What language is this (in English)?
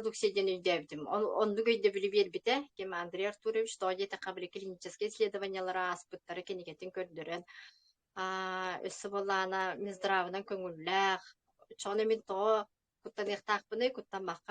Yakut